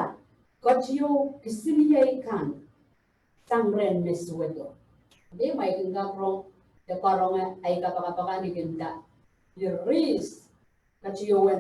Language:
Pohnpeian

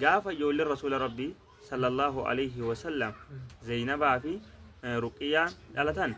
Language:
Oromo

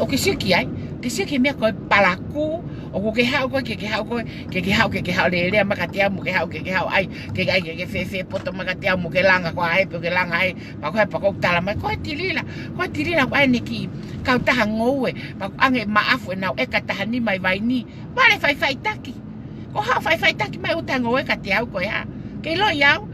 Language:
Tongan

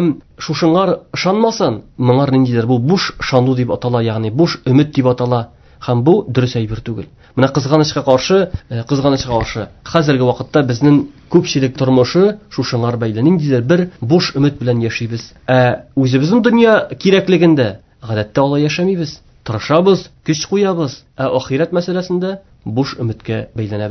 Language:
Tatar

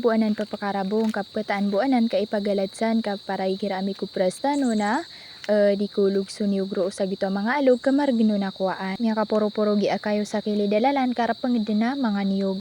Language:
Maranao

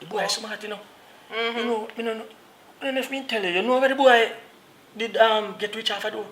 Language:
Jamaican Creole English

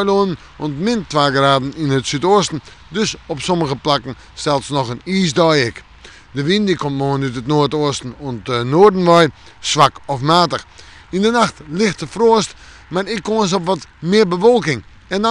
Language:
Western Frisian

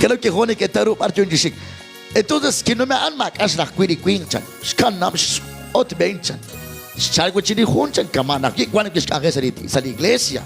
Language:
Kekchí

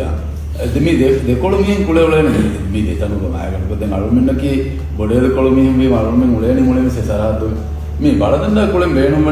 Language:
Divehi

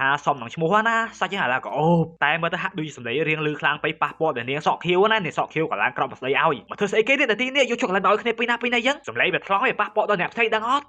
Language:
Khmer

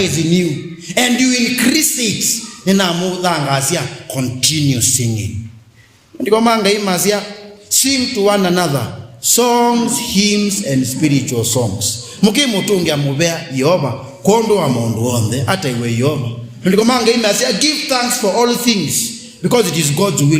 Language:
Kamba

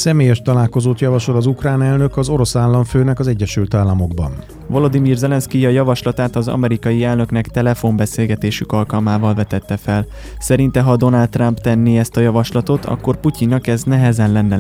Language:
Hungarian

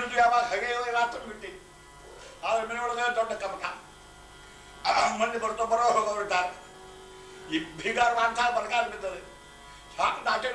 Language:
Kannada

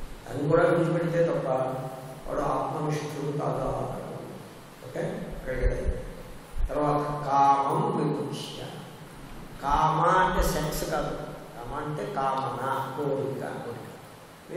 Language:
Telugu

